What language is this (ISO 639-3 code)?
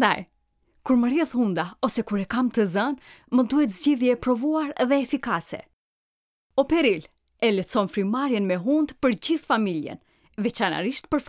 sqi